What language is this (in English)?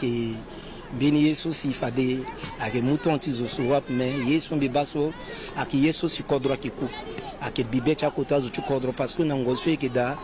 Sango